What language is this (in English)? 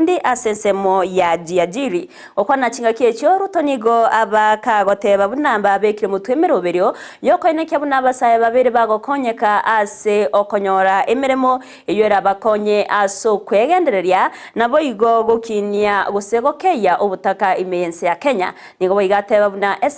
Gusii